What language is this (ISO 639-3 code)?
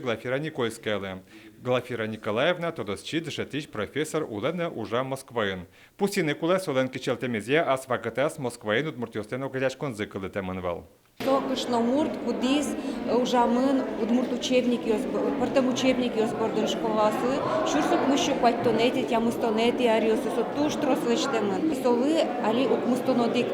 udm